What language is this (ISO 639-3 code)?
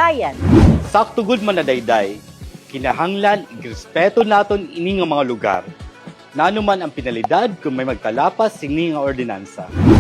war